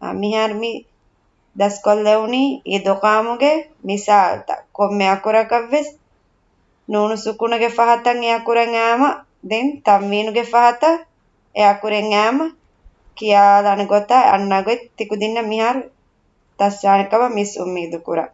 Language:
Divehi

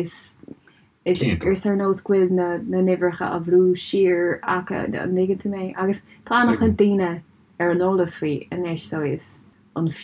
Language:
Irish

